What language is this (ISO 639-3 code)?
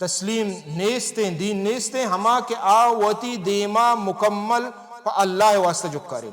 bal